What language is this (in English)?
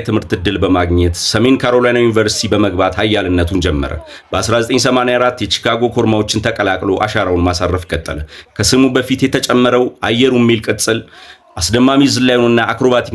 Amharic